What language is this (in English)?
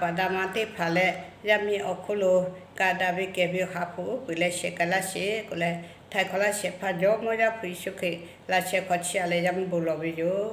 Lahu